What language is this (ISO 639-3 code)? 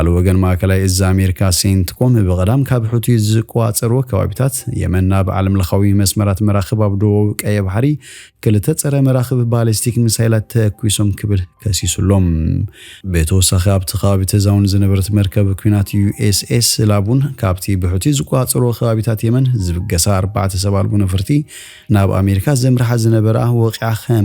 tir